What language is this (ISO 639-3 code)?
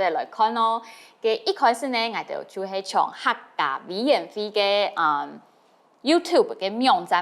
hak